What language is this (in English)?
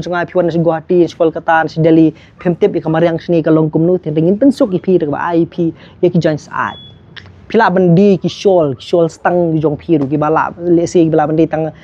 Khasi